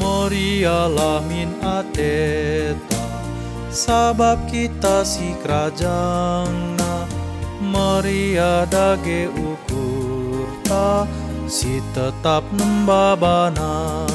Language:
Batak Karo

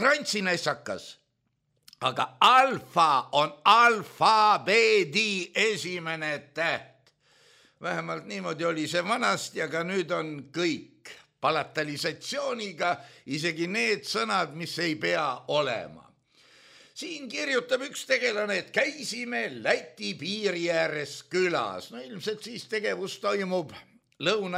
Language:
Estonian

